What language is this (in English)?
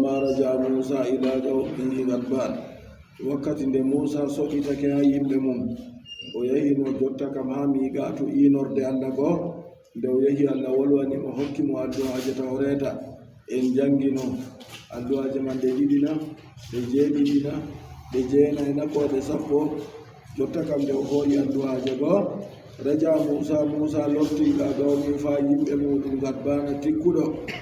Adamawa Fulfulde